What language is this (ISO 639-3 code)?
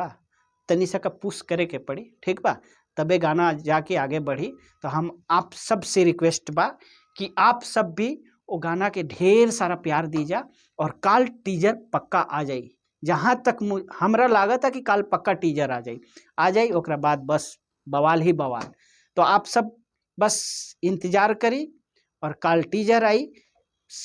bho